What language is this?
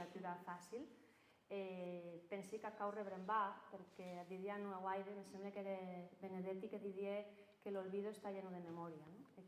Occitan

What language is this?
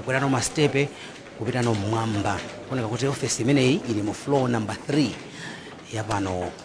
Nyanja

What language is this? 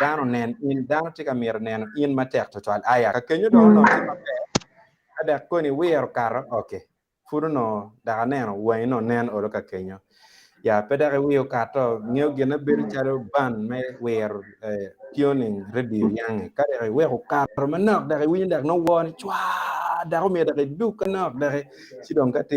Acoli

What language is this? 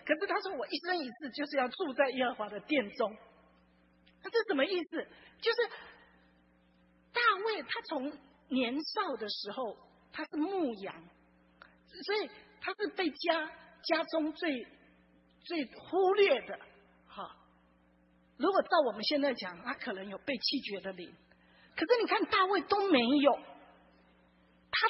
Chinese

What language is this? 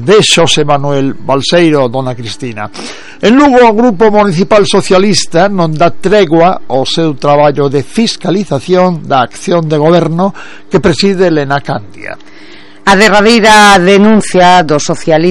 Galician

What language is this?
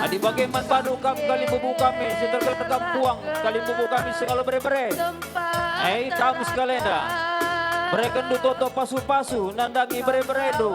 Batak Karo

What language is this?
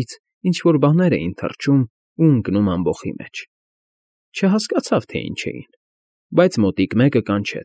Armenian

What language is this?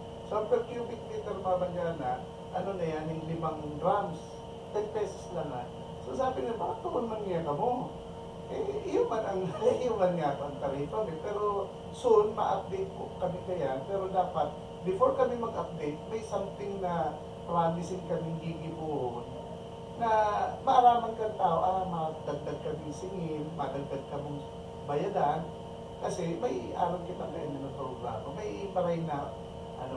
Bikol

